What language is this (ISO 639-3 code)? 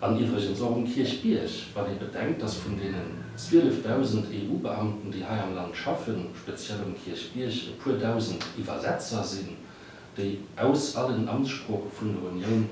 ltz